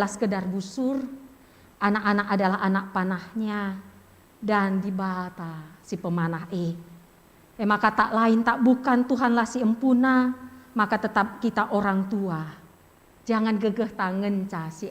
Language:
Batak Karo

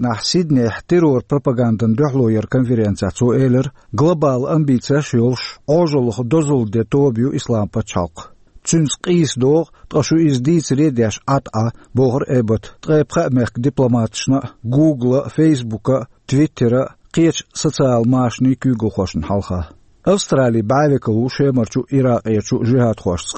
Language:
Chechen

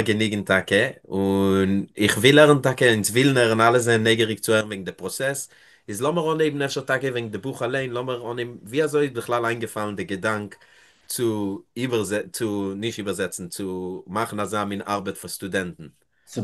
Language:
Yiddish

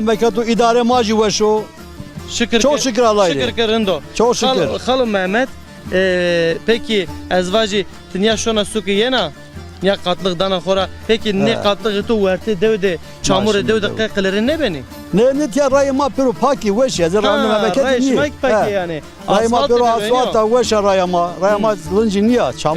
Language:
Zaza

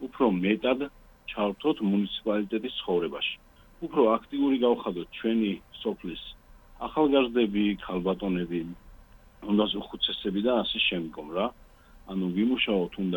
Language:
Georgian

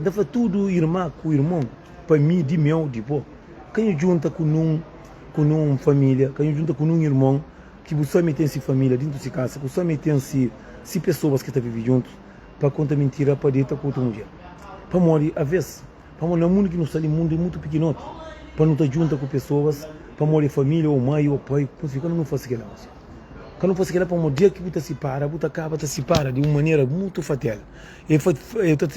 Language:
Kabuverdianu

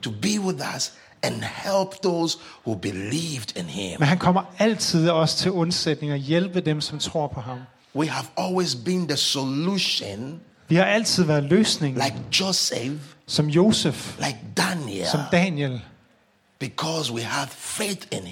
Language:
Danish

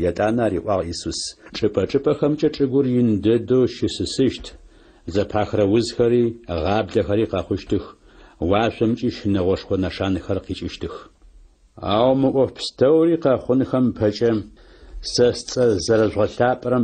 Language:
Adyghe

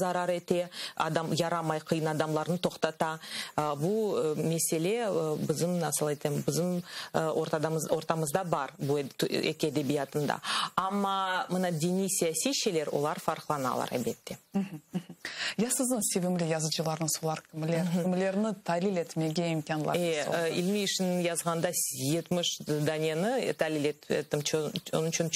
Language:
Crimean Tatar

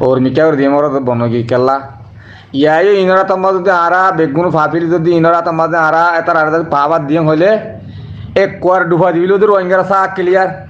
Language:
Rohingya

